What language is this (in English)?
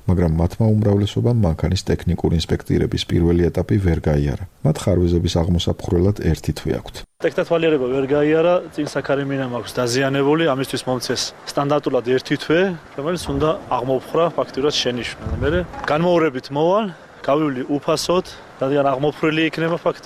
Georgian